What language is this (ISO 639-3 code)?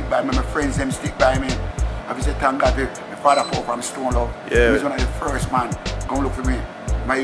jam